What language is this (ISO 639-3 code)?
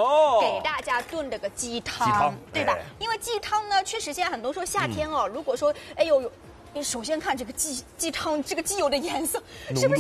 zho